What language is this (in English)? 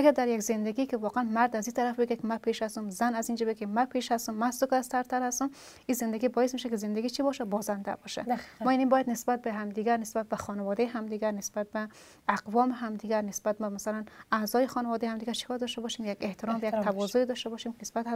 Persian